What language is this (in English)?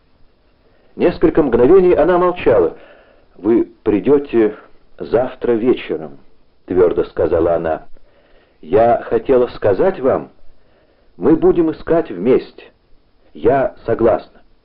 Russian